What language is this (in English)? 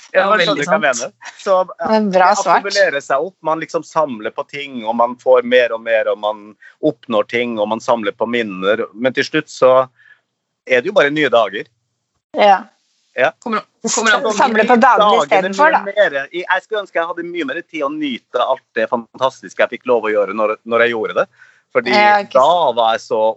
Norwegian